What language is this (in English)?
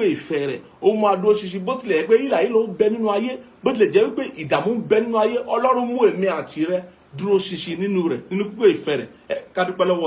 Yoruba